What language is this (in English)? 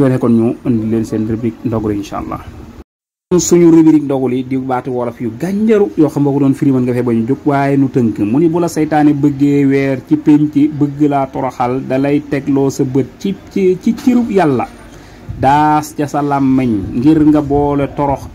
Wolof